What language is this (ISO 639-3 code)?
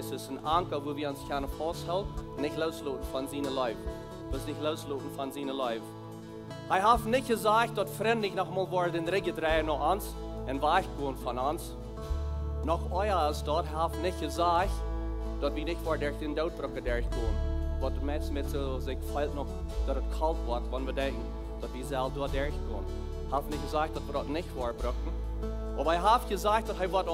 pdt